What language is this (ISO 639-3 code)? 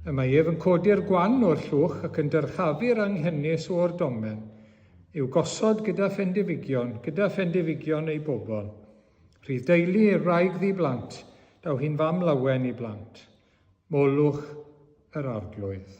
cym